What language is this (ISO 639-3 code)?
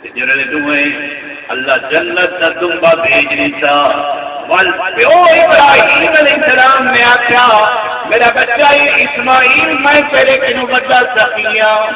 skr